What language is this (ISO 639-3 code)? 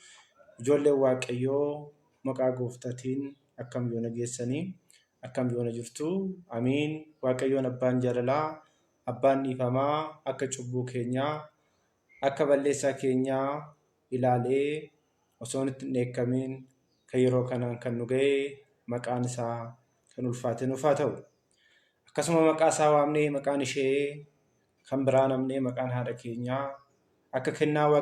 orm